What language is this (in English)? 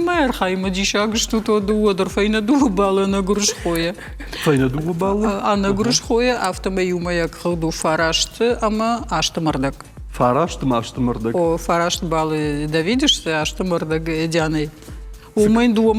Ossetic